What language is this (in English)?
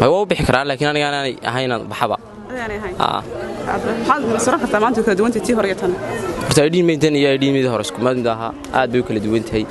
Somali